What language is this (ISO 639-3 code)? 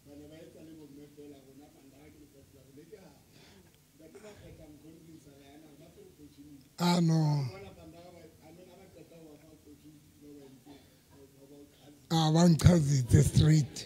sot